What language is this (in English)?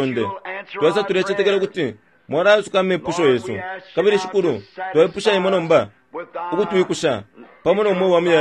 Bemba